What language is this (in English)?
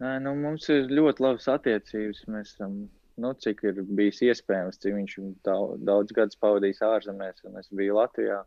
Latvian